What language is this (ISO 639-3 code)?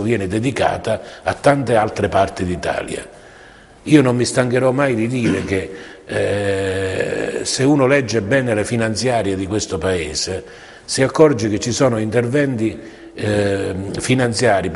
ita